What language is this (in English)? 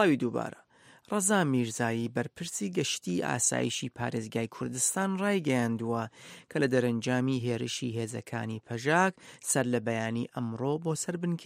Central Kurdish